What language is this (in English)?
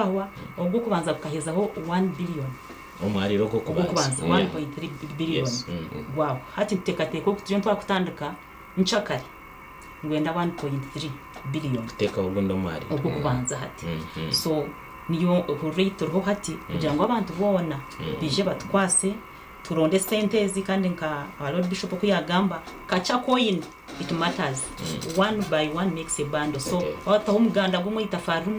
Nyankole